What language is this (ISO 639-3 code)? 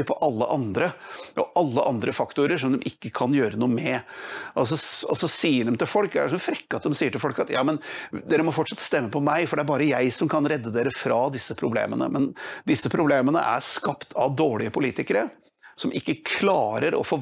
nor